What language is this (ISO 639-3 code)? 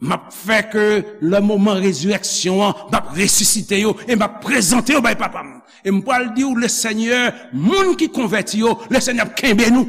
hat